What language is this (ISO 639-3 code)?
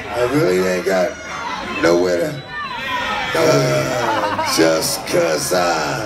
eng